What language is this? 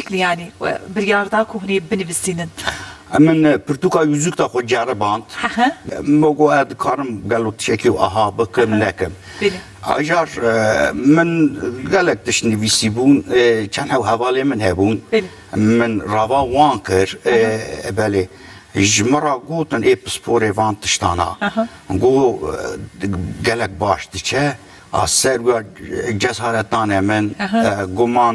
Kurdish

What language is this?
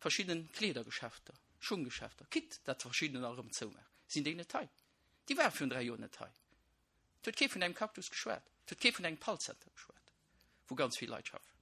Luxembourgish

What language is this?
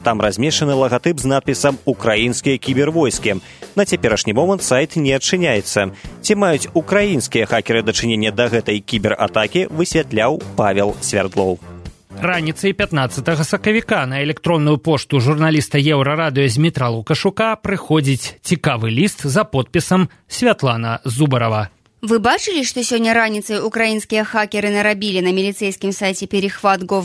Belarusian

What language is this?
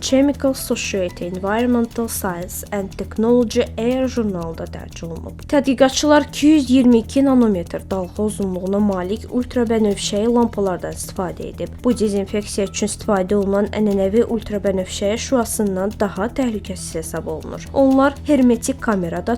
Azerbaijani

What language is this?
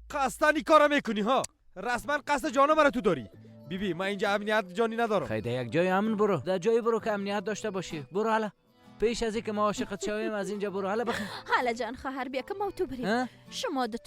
Persian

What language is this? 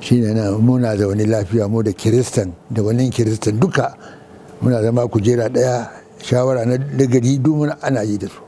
Hausa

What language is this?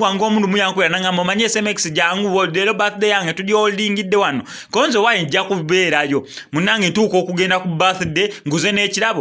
Ganda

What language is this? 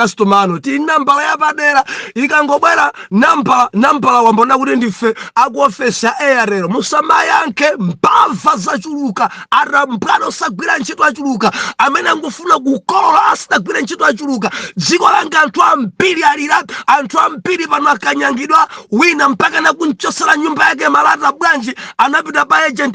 Nyanja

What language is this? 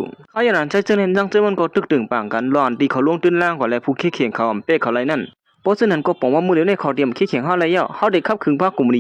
Shan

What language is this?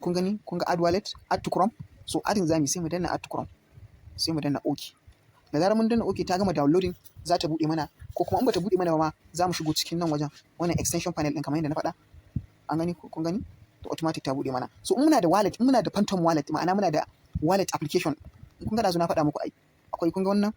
Hausa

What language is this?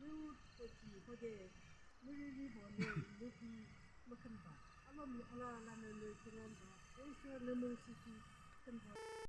Yimchungru Naga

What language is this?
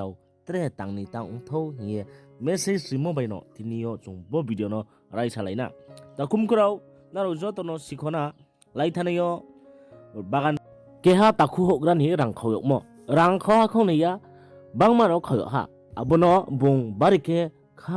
Riang (India)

